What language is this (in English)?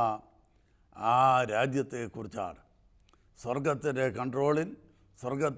Malayalam